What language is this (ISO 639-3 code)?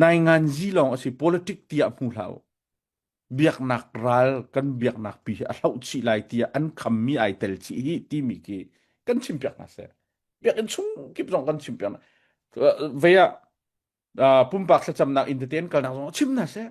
cnh